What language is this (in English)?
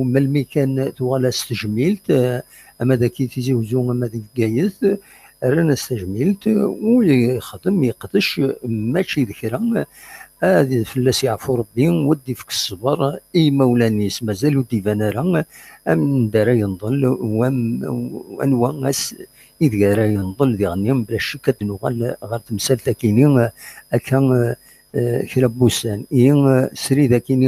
Kabyle